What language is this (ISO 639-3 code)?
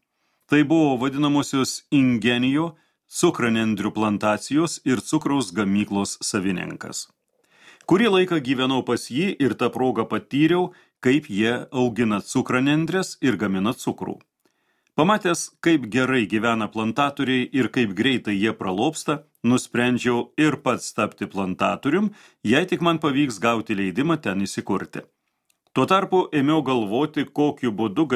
lit